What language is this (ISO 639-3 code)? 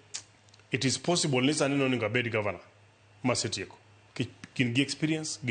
luo